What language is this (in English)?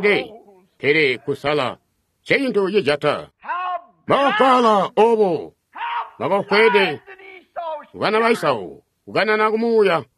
Tonga (Zambia)